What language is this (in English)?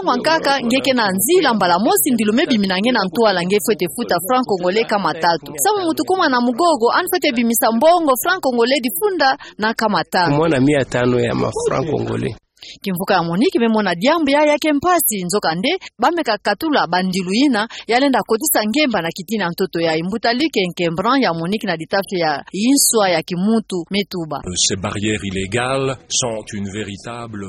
Kituba (Democratic Republic of Congo)